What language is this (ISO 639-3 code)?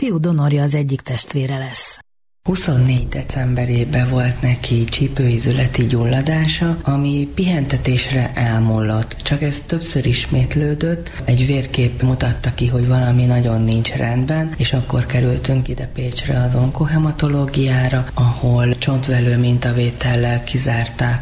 hun